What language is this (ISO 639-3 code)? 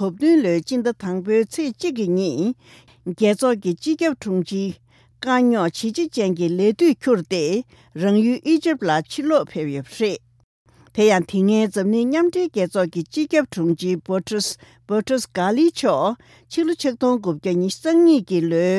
bod